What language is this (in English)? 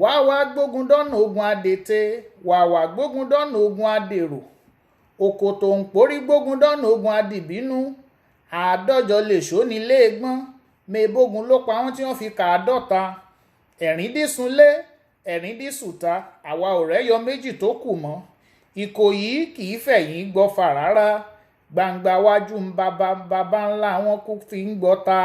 Yoruba